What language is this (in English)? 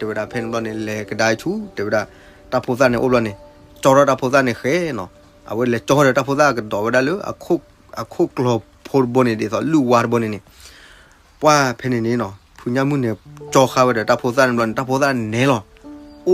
S'gaw Karen